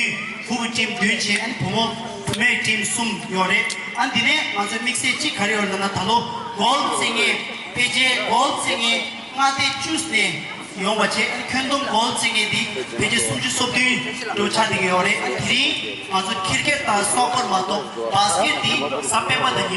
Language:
Tibetan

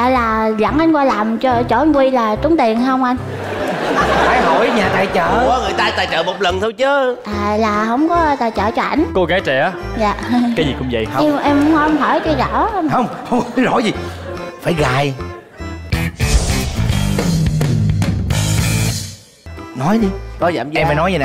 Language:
Vietnamese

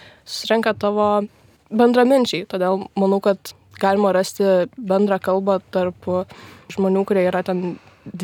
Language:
Lithuanian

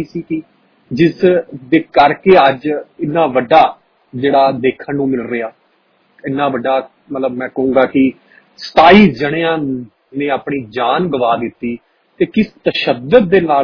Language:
Punjabi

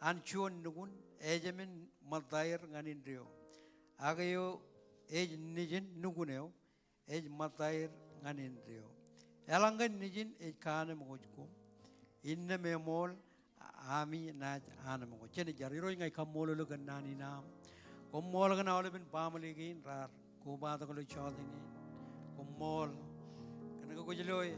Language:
Marshallese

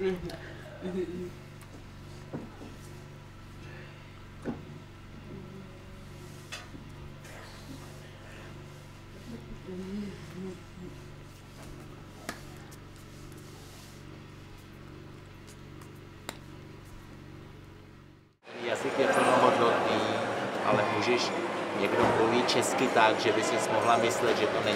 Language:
Czech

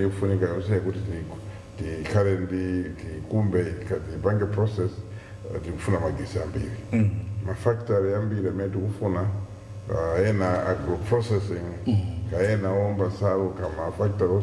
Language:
Nyanja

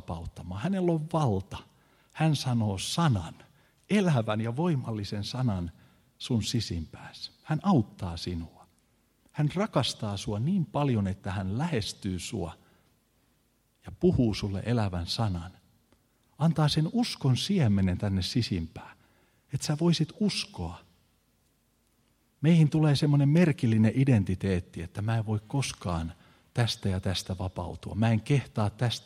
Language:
Finnish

